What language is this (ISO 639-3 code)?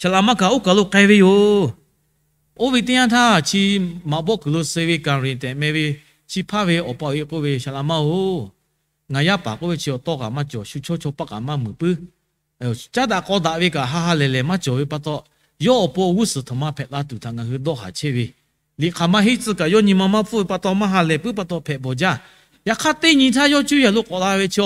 lhu